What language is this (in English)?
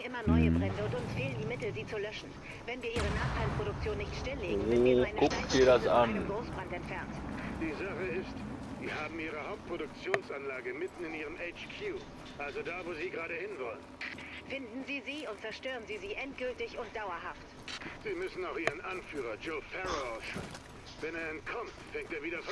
Swiss German